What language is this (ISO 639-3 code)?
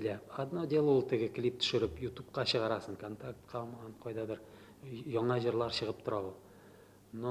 tat